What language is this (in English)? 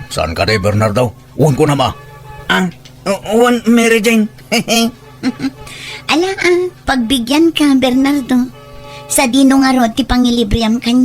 Iloko